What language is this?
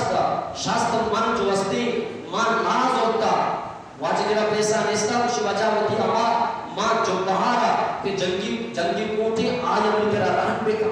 Eastern Balochi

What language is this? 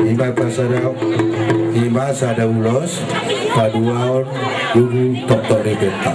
Batak Toba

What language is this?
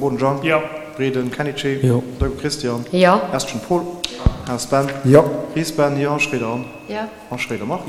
Luxembourgish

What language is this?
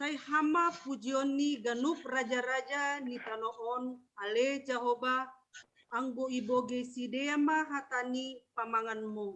Batak Simalungun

